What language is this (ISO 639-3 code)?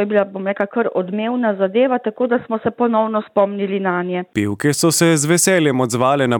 slv